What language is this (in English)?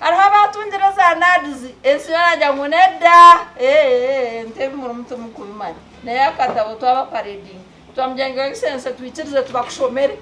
Nyankole